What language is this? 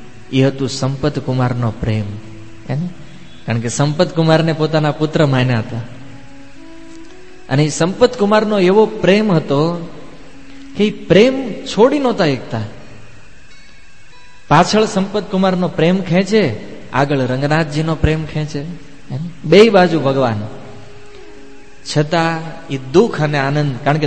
Gujarati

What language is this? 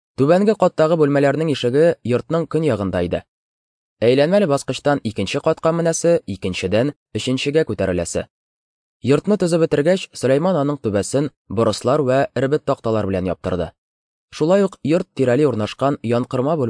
Tatar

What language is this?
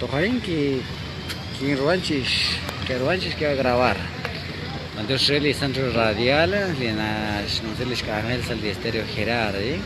Kekchí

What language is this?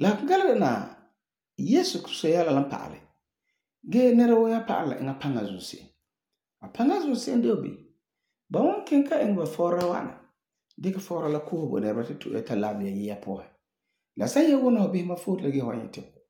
Frafra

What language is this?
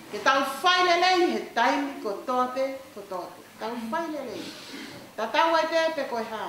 Tongan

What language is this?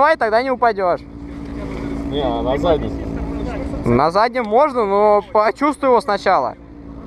Russian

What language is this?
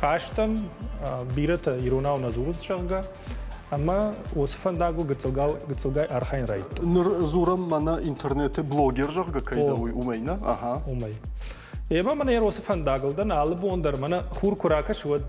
Ossetic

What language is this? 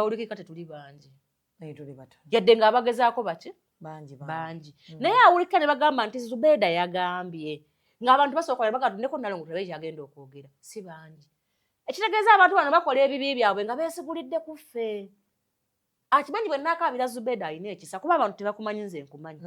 Ganda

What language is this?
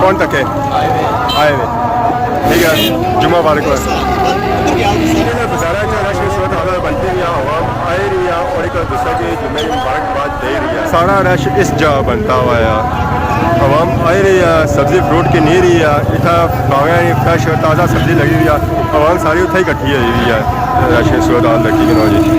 Pahari-Potwari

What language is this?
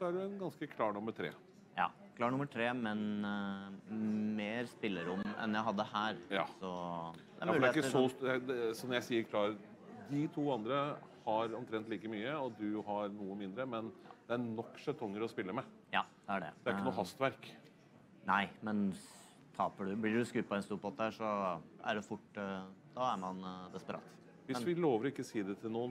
Norwegian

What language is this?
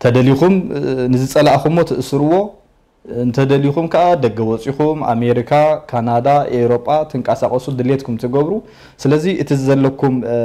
Tigrinya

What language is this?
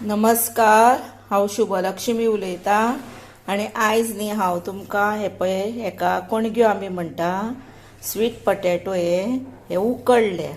Konkani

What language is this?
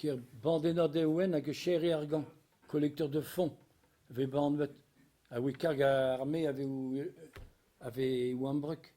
Breton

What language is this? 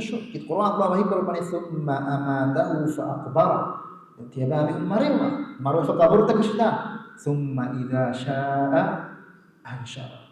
Divehi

